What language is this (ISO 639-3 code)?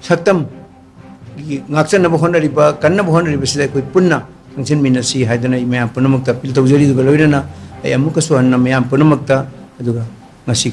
mni